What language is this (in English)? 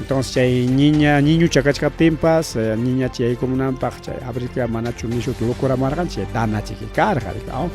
Ayacucho Quechua